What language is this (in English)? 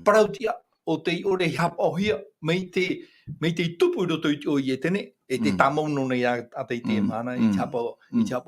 Tahitian